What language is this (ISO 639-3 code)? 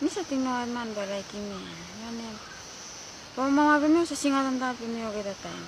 tpi